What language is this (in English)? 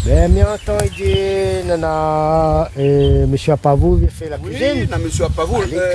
Réunion Creole French